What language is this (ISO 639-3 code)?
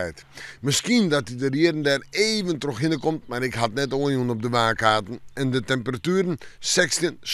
fry